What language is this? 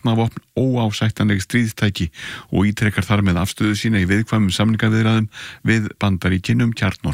Icelandic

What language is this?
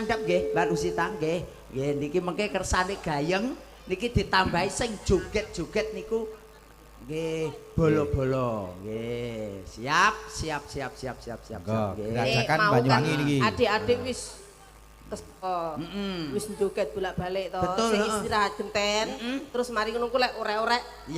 Javanese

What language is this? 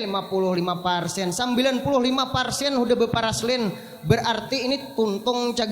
Banjar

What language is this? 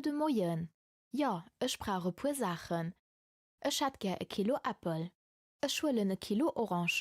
Luxembourgish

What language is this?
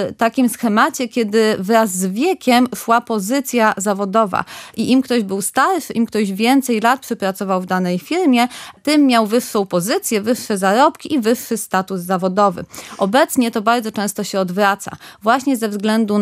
Polish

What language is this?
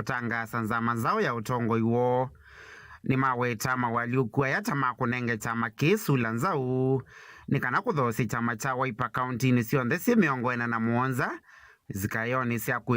Kamba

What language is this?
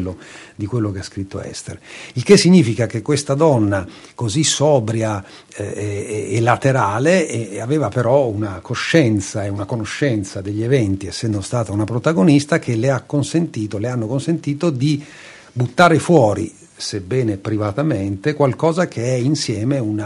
Italian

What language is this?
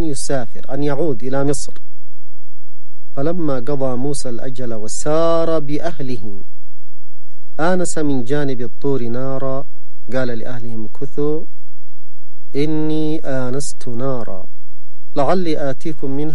Arabic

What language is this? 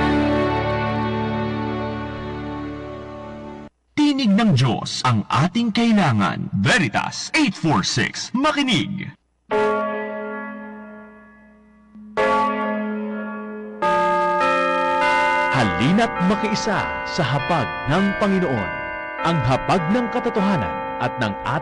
Filipino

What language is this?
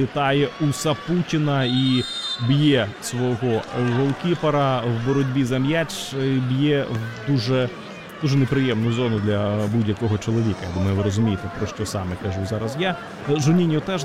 Ukrainian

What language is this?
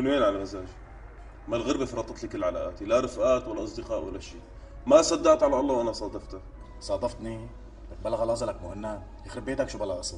North Levantine Arabic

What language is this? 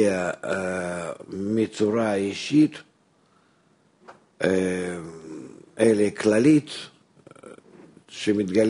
Hebrew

